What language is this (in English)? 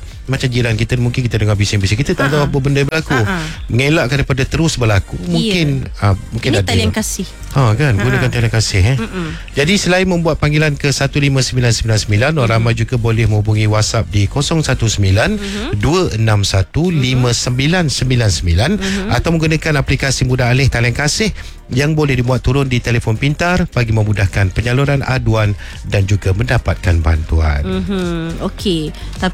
Malay